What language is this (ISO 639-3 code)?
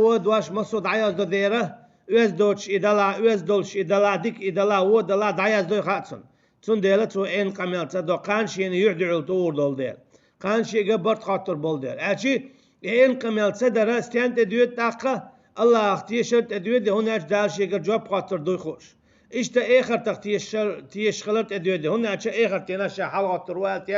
che